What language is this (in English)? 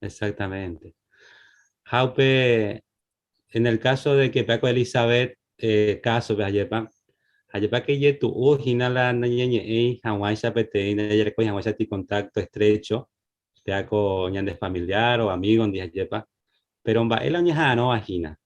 Guarani